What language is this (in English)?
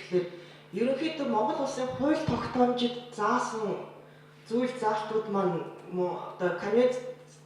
Mongolian